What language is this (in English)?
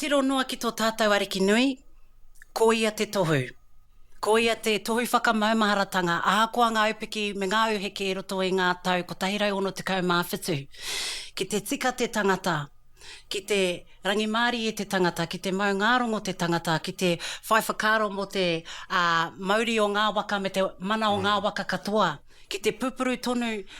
Māori